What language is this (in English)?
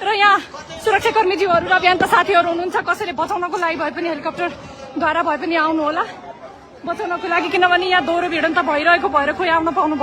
Nepali